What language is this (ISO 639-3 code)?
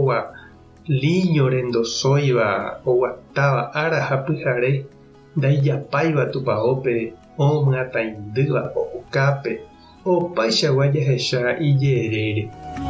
grn